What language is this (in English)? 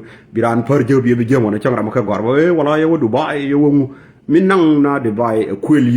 Nuer